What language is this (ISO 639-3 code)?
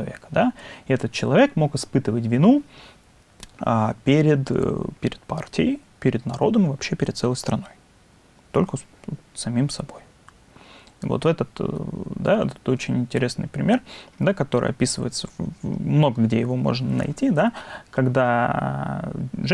rus